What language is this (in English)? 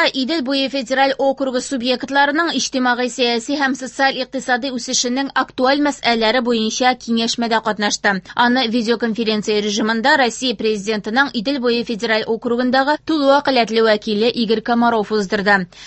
Tatar